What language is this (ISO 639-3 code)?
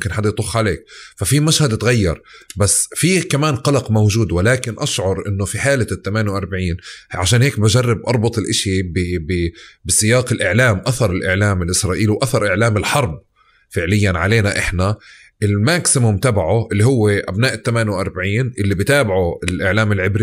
apc